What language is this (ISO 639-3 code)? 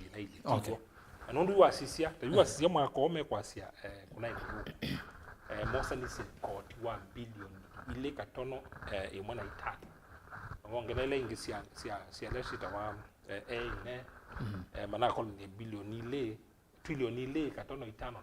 kam